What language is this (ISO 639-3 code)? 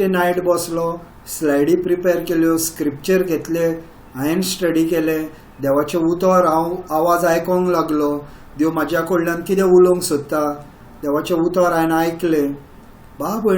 kok